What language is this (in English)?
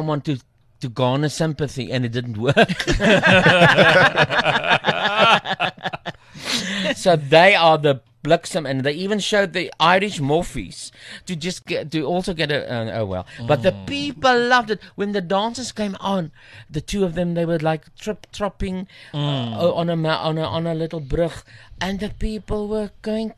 Afrikaans